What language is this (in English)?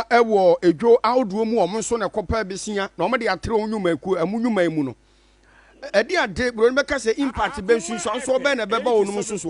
Akan